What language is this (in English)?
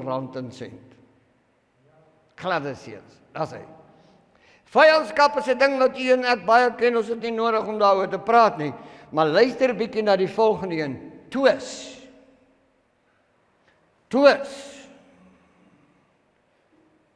Afrikaans